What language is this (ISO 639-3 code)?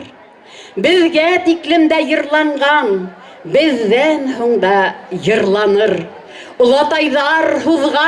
bak